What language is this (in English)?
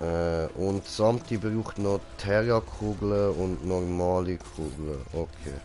Swiss German